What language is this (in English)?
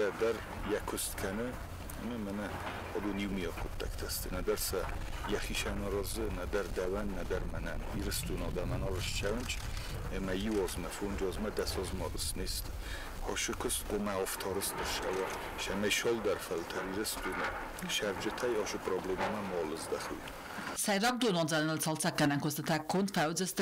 Ossetic